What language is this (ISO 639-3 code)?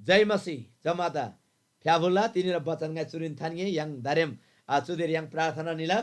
taj